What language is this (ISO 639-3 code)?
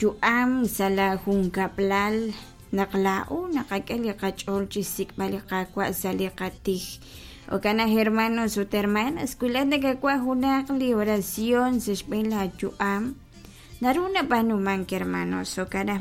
kek